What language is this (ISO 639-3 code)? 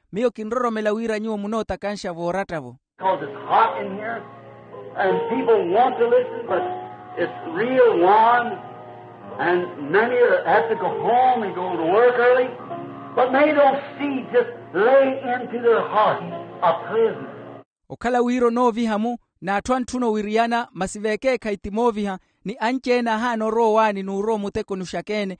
vmw